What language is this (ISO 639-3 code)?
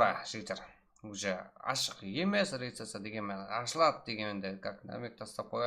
kaa